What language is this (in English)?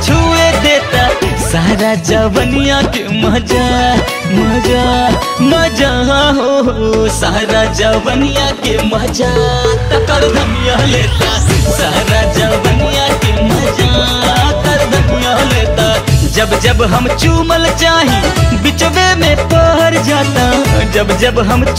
Bhojpuri